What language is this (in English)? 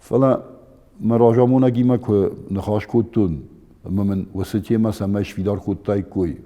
Ossetic